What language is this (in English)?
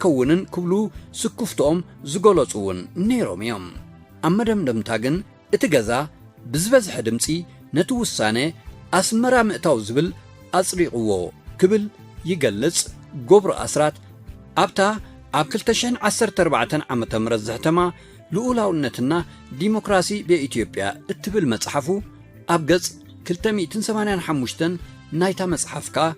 Tigrinya